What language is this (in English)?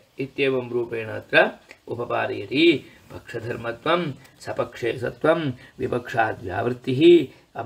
Sanskrit